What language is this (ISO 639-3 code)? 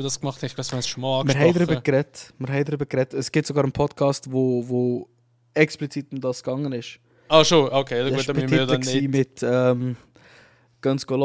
gsw